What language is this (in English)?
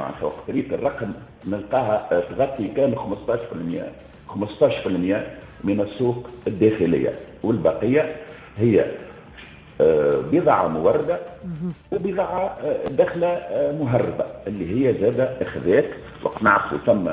Tunisian Arabic